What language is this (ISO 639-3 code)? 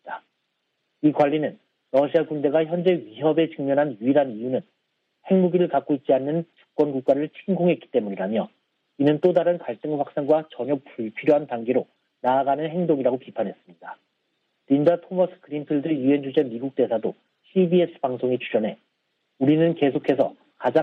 kor